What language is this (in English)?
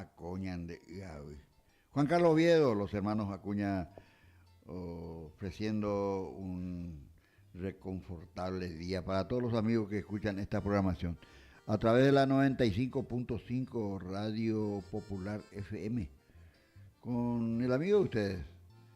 Guarani